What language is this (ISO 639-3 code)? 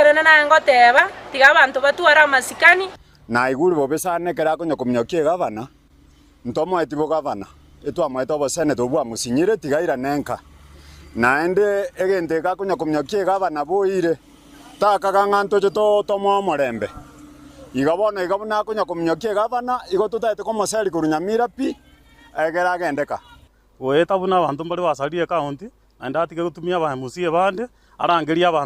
guz